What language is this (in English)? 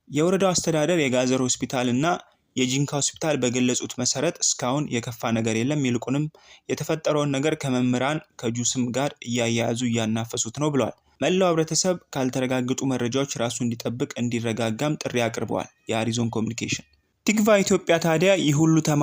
Amharic